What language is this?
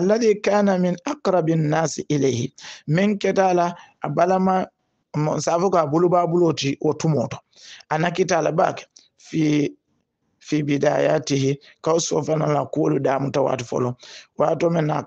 Hausa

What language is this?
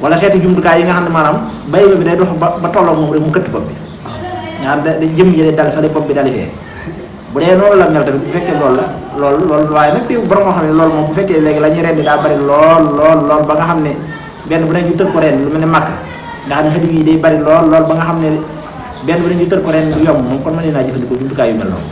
Wolof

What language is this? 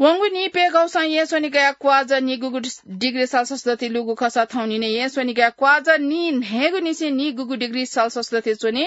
Newari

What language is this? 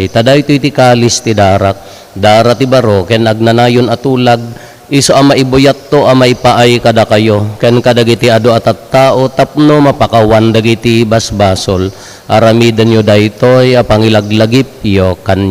Iloko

